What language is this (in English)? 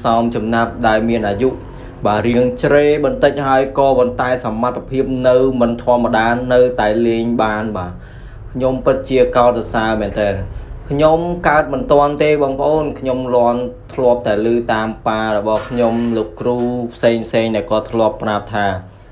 Khmer